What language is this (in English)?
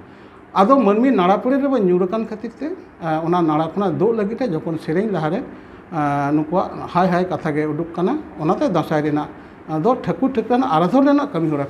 Santali